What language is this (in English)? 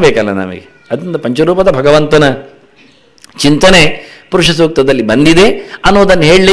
Kannada